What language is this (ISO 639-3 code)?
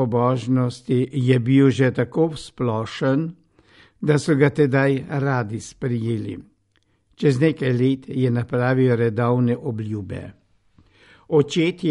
slv